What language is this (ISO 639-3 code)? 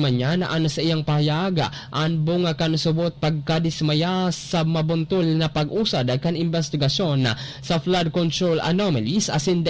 bik